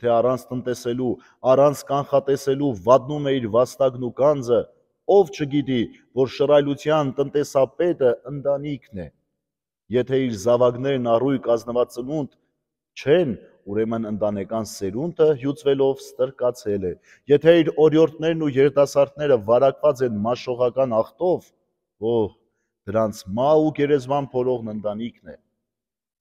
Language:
Armenian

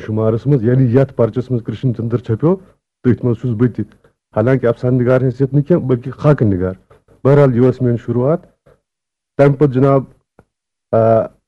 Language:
Kashmiri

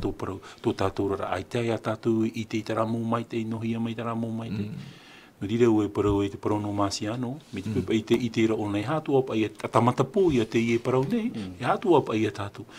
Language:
Tahitian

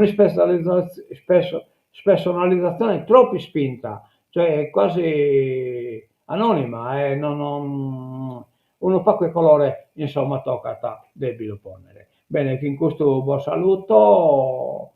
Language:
Sardinian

